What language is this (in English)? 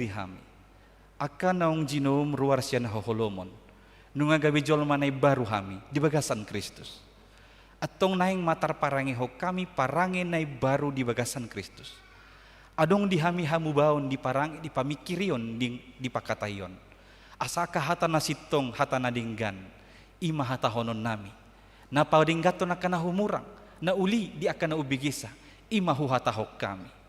Batak Toba